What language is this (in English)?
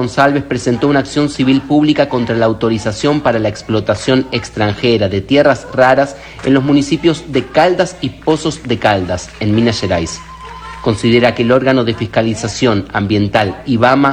Spanish